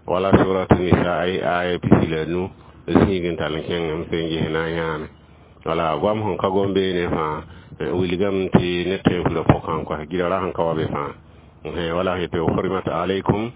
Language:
Mossi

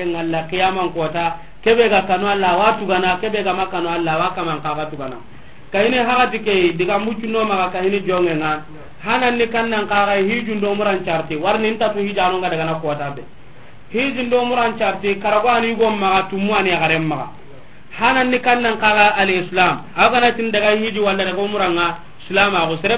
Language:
Soninke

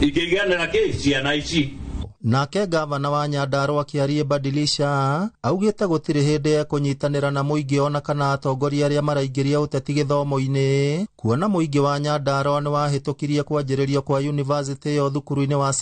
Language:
Kikuyu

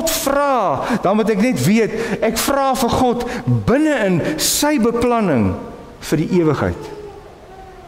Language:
Afrikaans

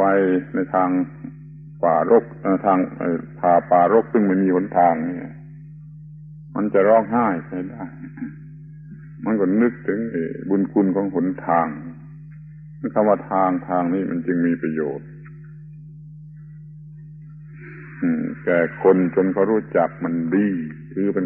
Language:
Thai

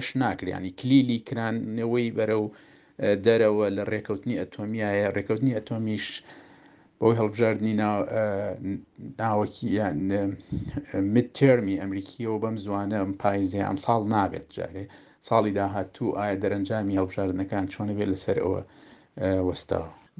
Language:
Central Kurdish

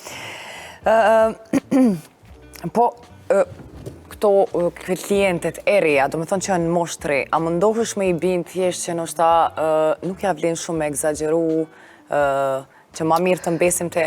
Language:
Albanian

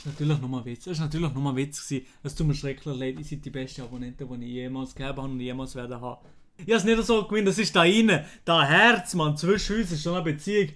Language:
Swiss German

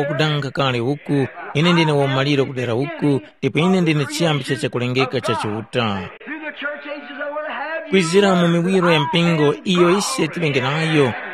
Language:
Tumbuka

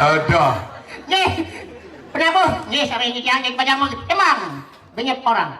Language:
Balinese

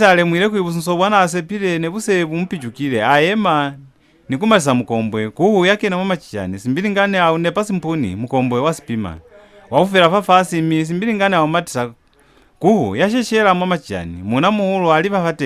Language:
Lozi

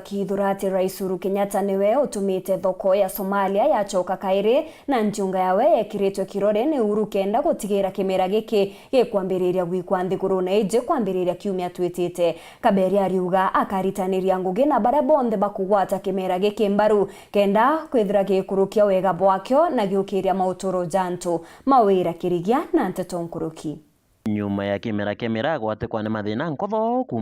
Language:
Meru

